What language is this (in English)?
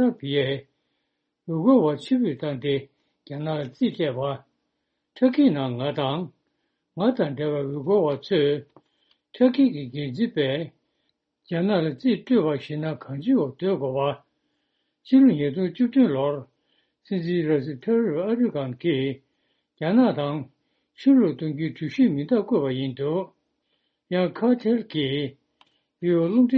Tibetan